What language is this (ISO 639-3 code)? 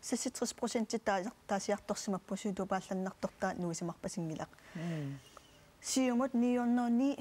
kal